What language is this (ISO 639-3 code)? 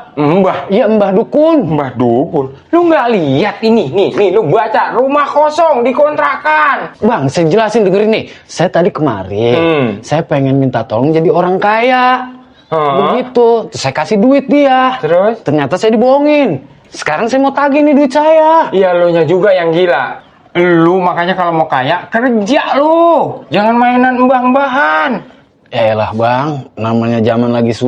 bew